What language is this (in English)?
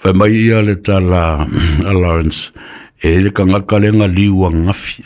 Samoan